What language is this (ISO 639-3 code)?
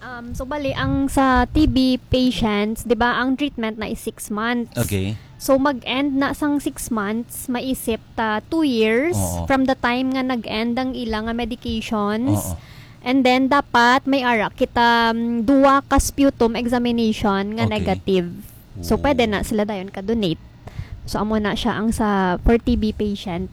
hil